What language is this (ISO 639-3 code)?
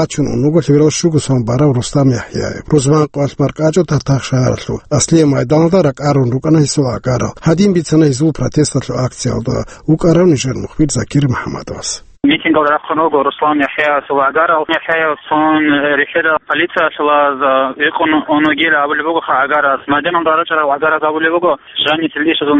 ava